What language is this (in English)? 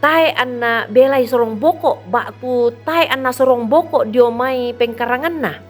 Toraja-Sa'dan